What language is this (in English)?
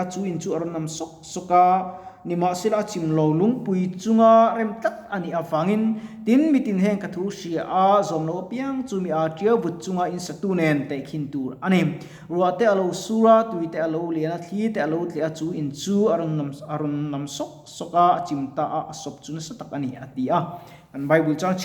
Mizo